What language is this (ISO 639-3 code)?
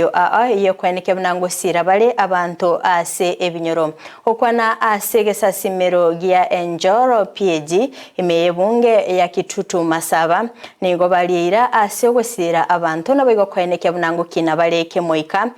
guz